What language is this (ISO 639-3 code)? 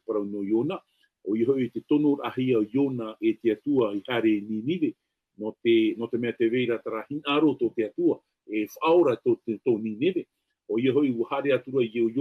tah